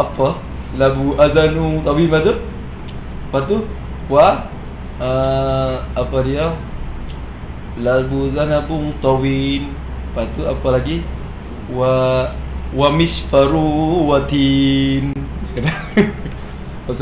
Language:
Malay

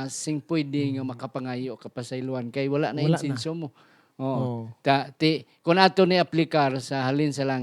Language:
Hiligaynon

